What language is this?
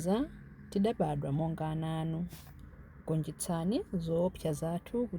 Nyanja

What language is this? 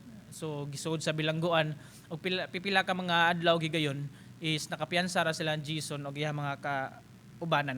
Cebuano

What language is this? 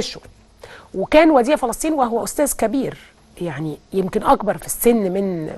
Egyptian Arabic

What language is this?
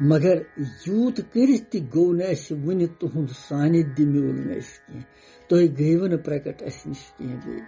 Kashmiri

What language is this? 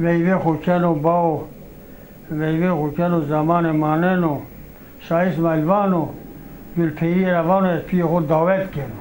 Zaza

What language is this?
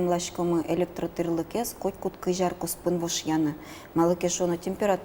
Udmurt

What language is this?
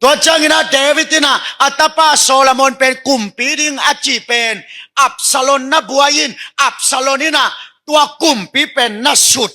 Tedim Chin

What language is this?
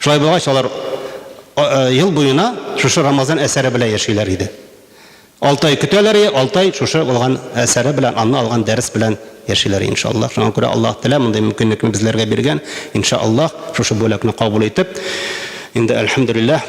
Tatar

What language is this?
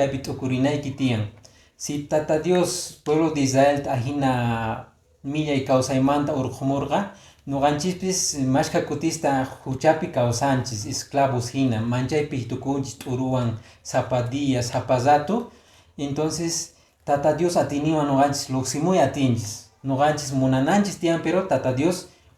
Quechua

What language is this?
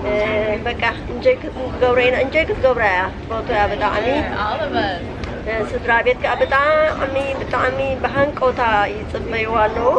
Tigrinya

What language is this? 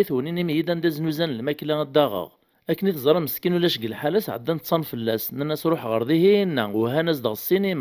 Kabyle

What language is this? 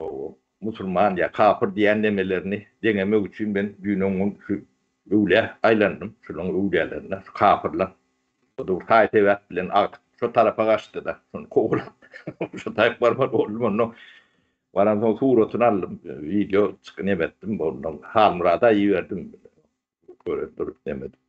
Turkmen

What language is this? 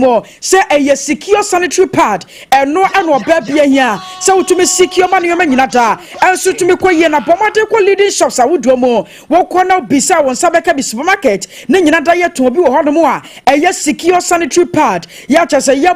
Akan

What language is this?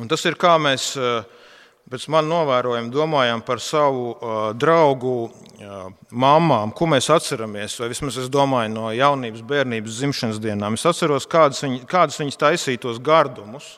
Latvian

